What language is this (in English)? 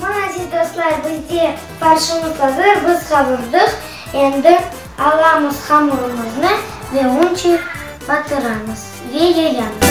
Crimean Tatar